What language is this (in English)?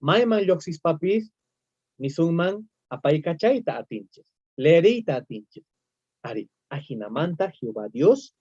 South Bolivian Quechua